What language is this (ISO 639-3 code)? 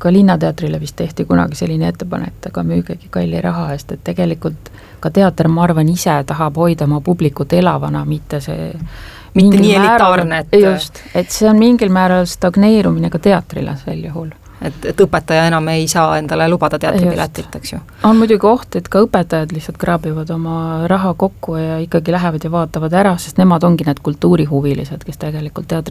est